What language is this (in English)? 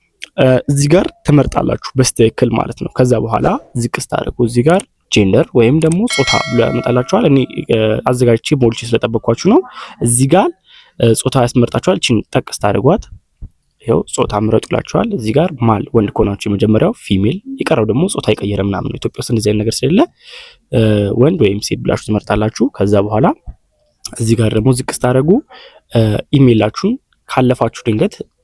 Amharic